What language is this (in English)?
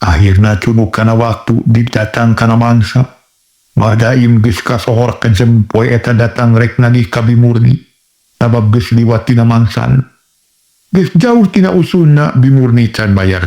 Sundanese